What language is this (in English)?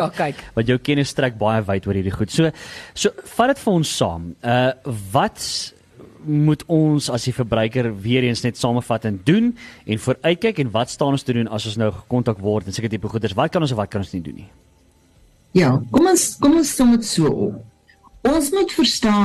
Afrikaans